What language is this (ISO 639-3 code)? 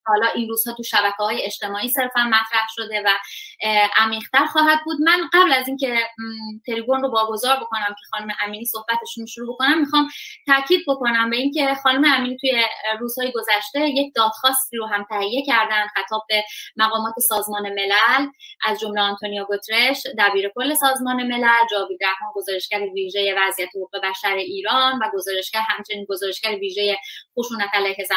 fas